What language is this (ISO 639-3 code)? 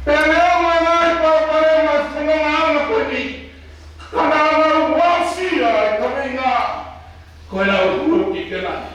ton